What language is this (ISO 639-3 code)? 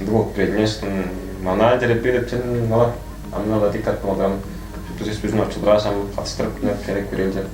tyv